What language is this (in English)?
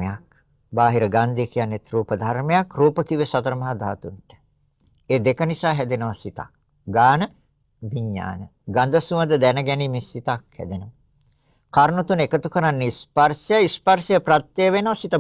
Sinhala